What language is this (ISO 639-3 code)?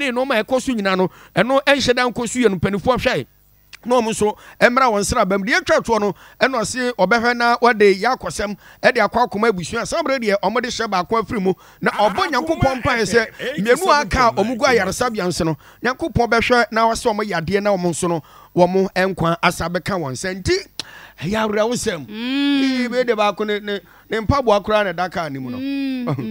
aka